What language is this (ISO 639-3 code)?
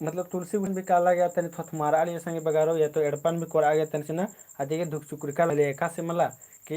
kru